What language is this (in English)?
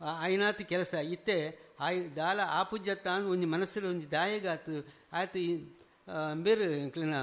Tulu